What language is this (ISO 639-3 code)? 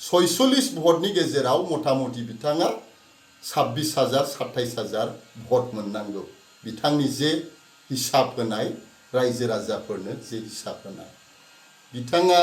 brx